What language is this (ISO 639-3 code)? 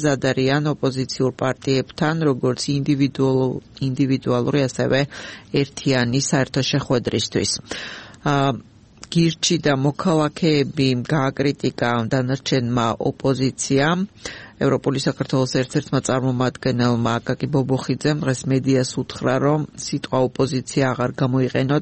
kat